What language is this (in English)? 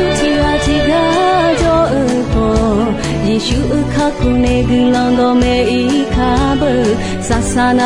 Akha